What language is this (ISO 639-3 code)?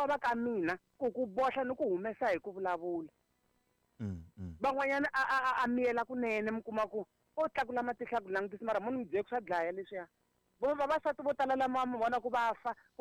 tso